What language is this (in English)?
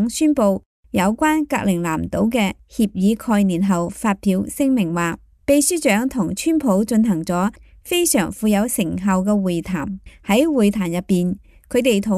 Cantonese